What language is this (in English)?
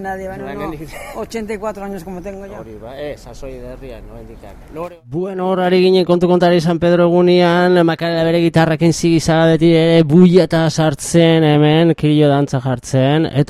Basque